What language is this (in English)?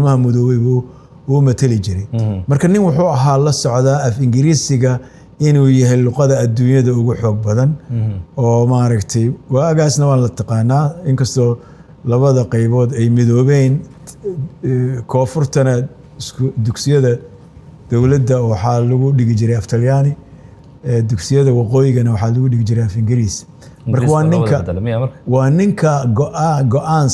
Somali